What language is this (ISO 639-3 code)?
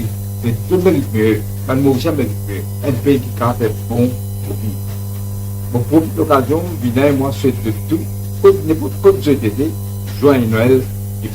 mfe